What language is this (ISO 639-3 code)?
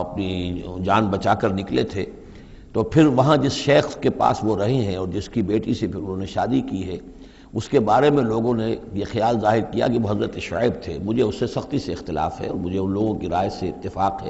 urd